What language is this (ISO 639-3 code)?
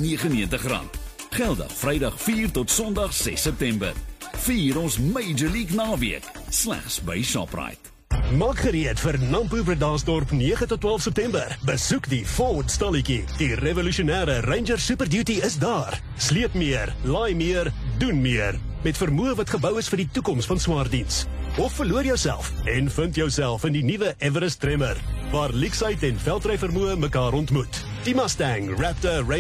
afr